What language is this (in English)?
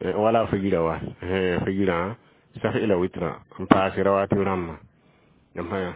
Mossi